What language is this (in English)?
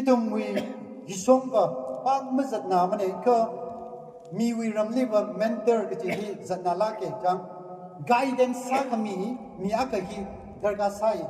Tangkhul Naga (India)